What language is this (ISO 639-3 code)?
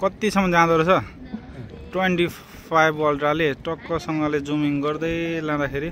nep